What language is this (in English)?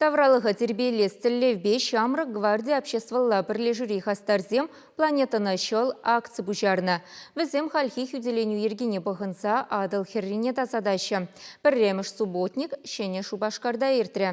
Chuvash